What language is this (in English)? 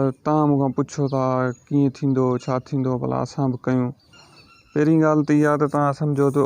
Sindhi